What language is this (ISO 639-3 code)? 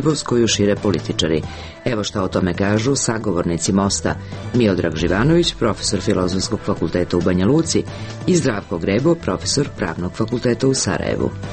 srp